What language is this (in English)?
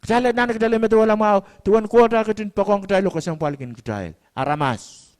Pohnpeian